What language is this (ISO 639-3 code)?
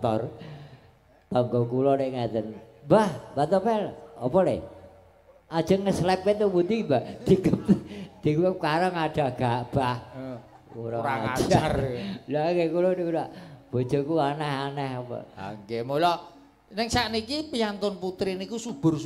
jav